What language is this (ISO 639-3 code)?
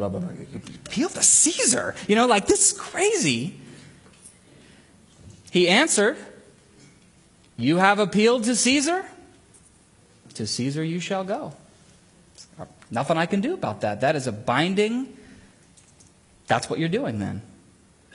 eng